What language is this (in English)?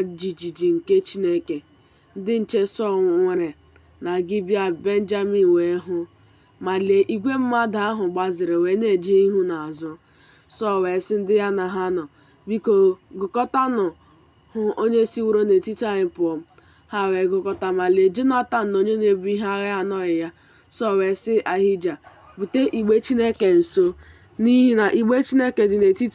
Igbo